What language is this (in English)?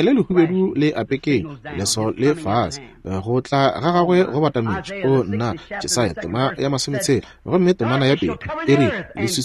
Northern Sotho